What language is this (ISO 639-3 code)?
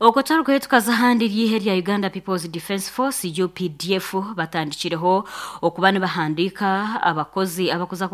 nyn